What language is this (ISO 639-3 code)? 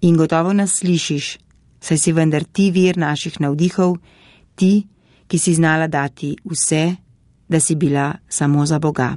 slv